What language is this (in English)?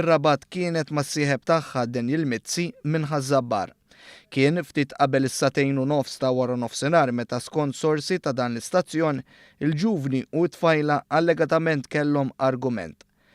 Maltese